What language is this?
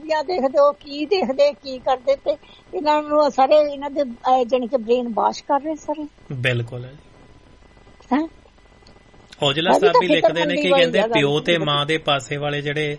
Punjabi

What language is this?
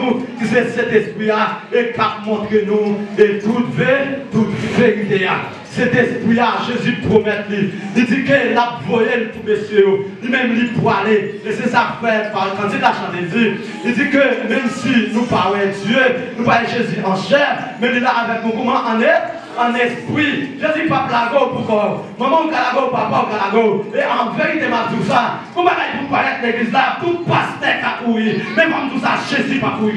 Haitian Creole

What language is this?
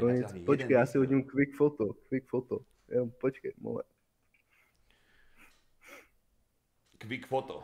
Slovak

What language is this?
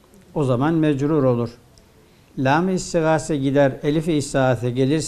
Turkish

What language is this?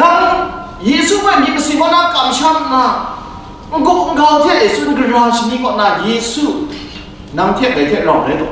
Kachin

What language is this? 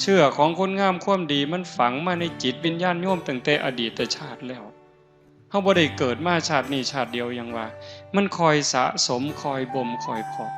Northeastern Thai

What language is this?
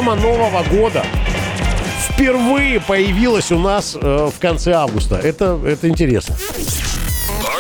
Russian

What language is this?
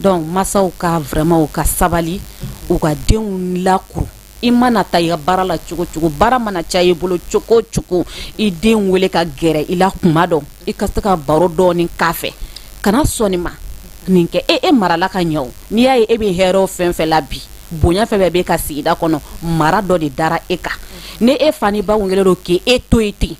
Bambara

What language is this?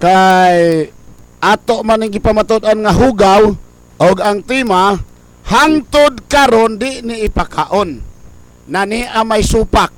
Cebuano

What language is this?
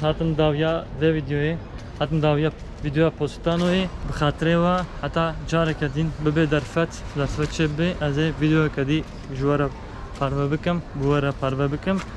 Kurdish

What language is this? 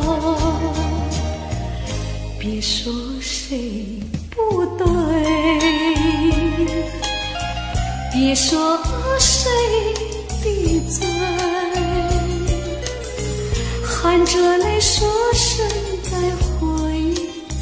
Chinese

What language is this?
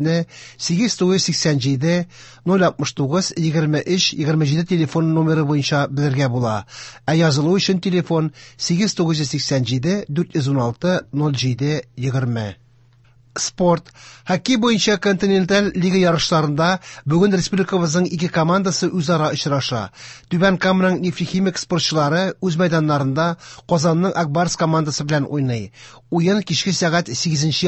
Tatar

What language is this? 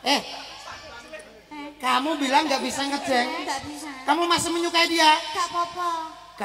Javanese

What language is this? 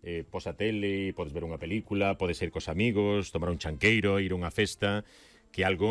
Galician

